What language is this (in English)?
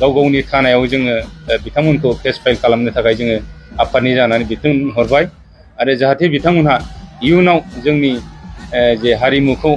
Bodo